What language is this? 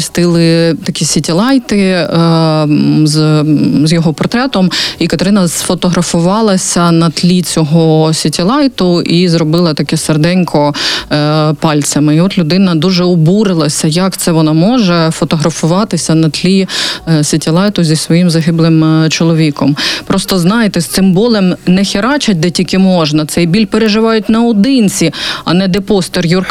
Ukrainian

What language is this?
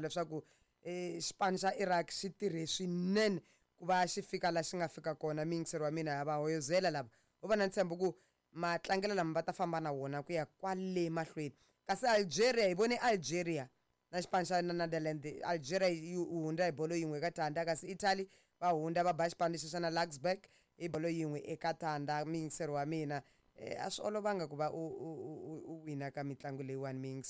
Tsonga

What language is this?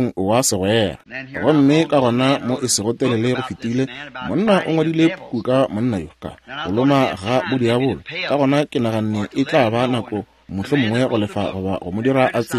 Northern Sotho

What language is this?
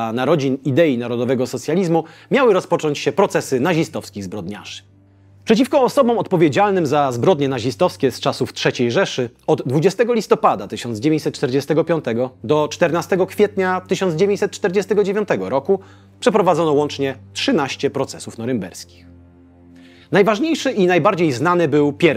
Polish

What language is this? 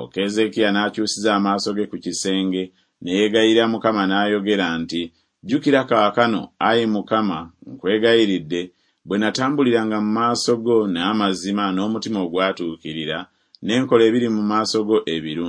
Ganda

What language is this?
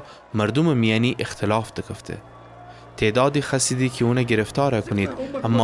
Gilaki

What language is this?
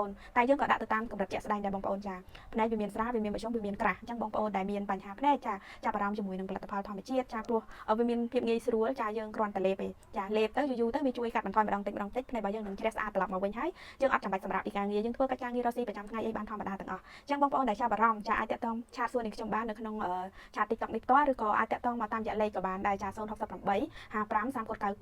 Khmer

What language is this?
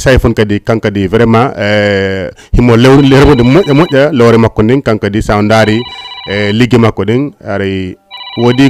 Fula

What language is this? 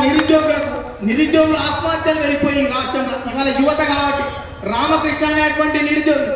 Telugu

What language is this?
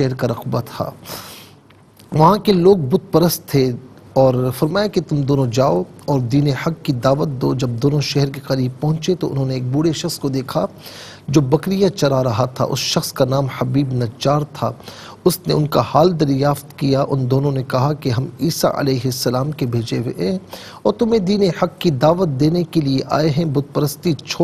Urdu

